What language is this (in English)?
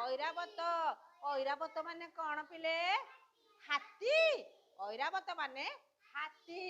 Odia